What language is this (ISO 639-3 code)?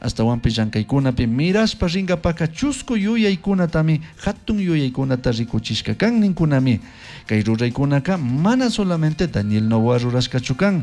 qug